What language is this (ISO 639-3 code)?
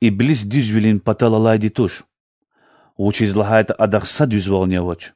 lez